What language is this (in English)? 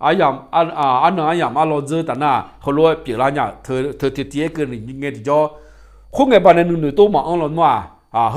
Akha